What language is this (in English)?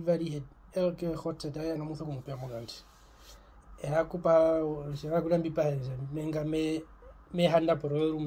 Herero